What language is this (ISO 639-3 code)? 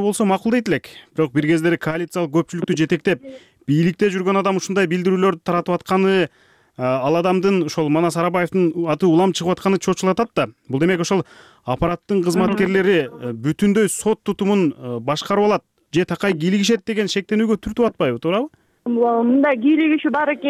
kir